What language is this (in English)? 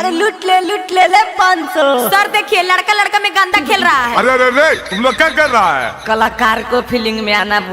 Magahi